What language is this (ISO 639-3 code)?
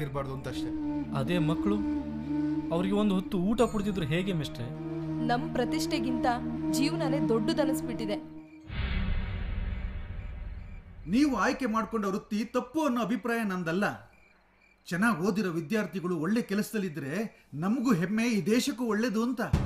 kan